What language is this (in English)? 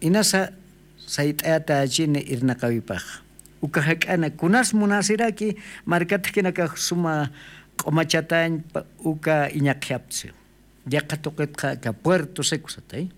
Aymara